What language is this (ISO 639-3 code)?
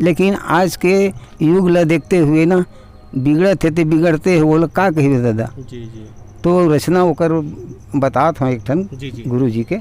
hne